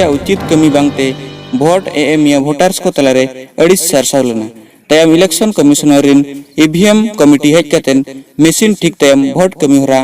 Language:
Santali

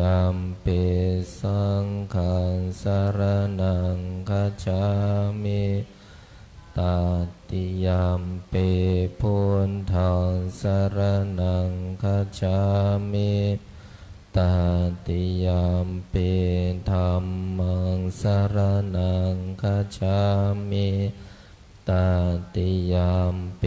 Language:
Pali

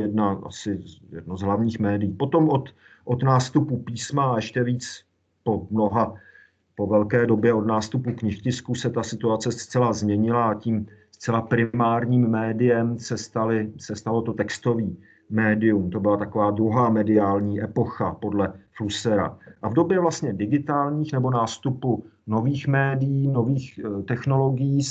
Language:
Czech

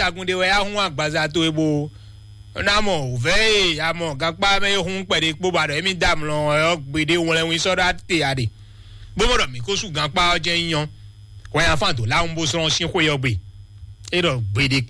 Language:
Fon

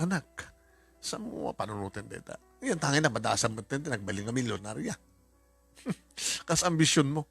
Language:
Iloko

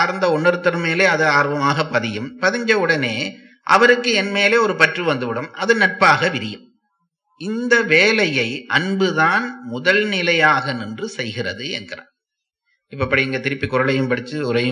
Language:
Tamil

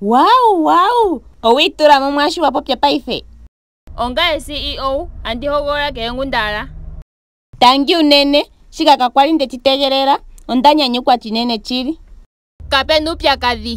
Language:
Ndonga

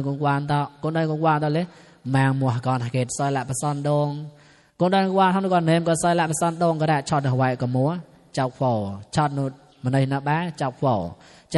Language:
Mon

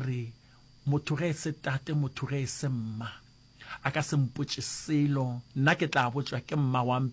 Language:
Northern Sotho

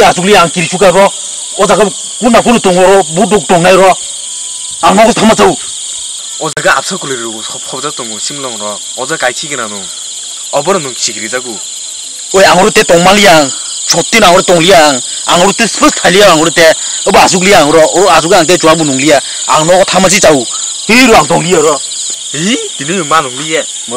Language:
Kok Borok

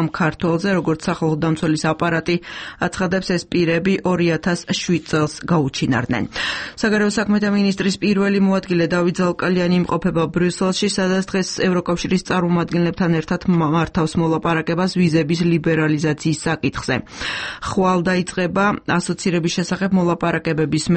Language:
Georgian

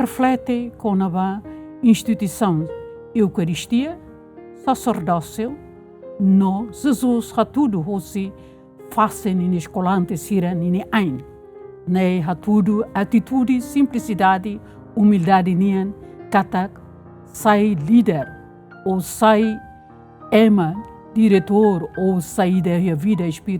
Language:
Tetum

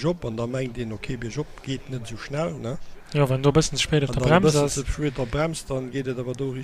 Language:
Luxembourgish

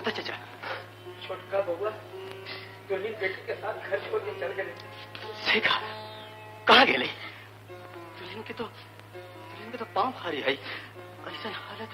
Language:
Magahi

